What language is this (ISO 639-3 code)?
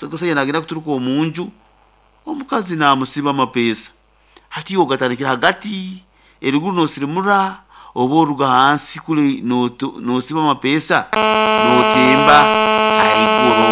nyn